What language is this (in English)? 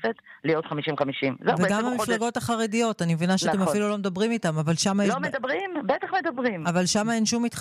Hebrew